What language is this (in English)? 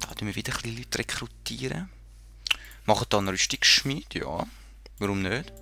Swiss German